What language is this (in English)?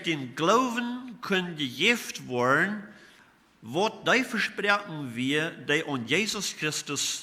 Plautdietsch